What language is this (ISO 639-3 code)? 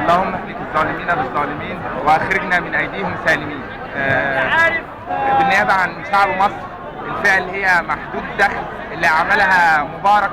arz